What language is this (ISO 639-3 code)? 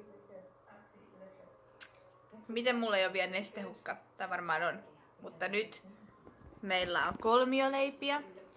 fin